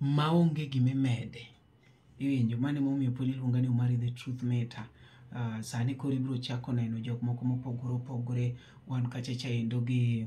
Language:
Luo (Kenya and Tanzania)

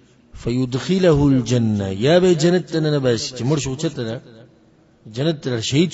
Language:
Pashto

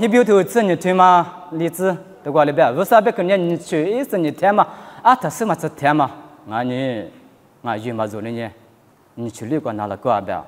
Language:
Lisu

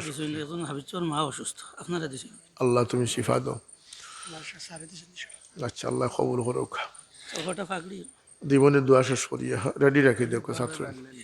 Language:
Sylheti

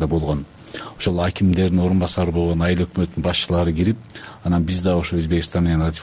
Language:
Kyrgyz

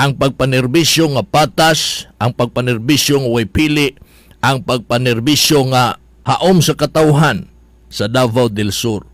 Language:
Cebuano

